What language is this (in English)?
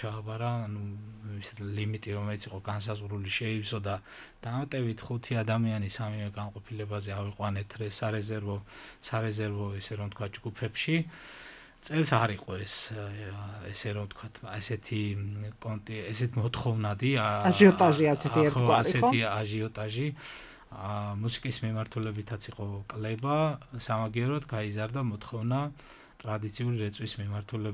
Georgian